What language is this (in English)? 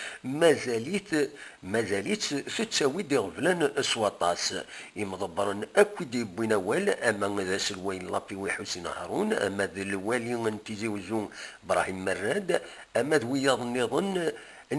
Kabyle